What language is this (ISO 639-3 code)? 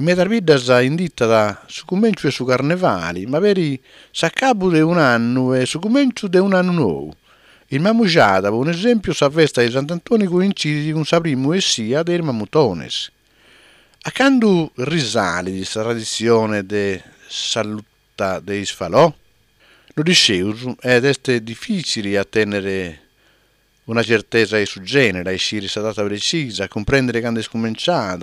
srd